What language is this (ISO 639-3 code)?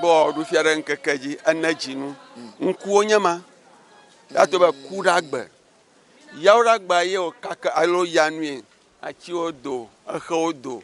ewe